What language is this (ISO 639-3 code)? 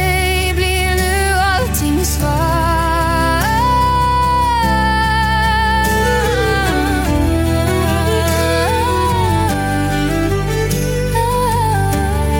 swe